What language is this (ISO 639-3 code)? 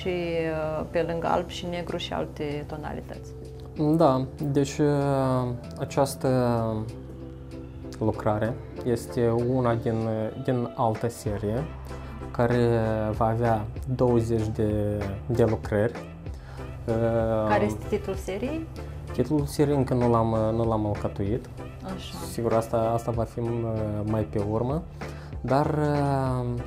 ron